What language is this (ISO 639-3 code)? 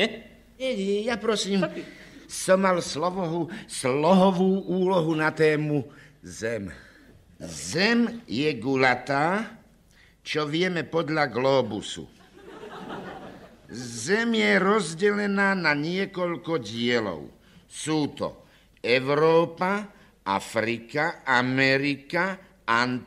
slk